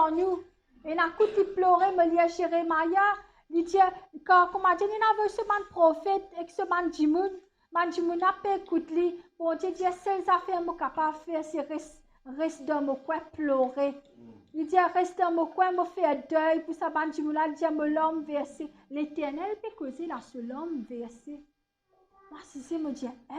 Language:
Morisyen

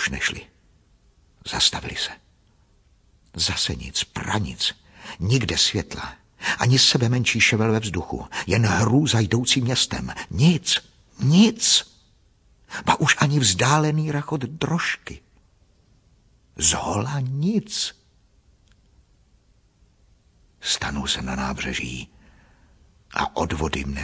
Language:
Czech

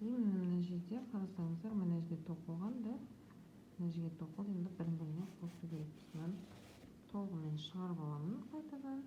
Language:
Kazakh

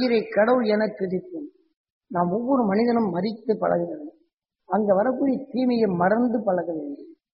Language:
Tamil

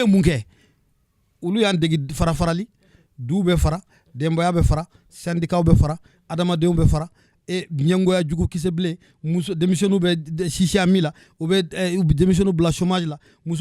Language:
Bambara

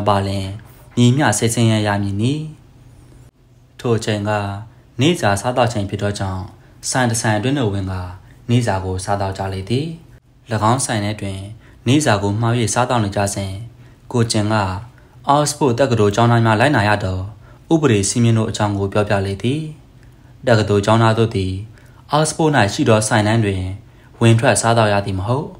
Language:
Burmese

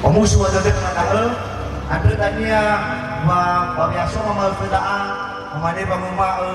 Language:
Nias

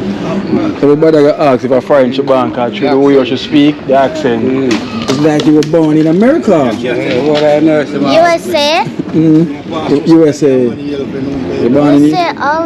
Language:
Jamaican Creole English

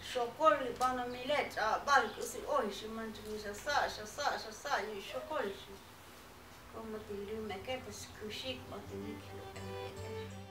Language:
Tzotzil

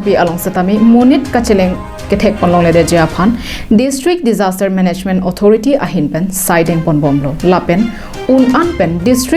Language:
Karbi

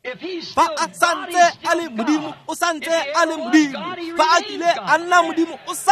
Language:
Tswana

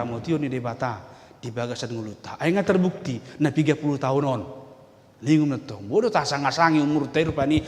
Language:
Batak Toba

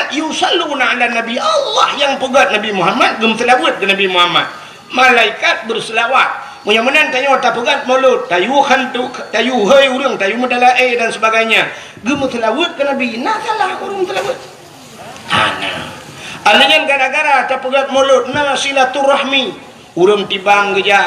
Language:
Achinese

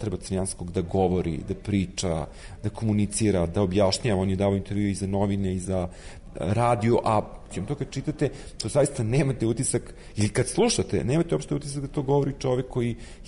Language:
Serbian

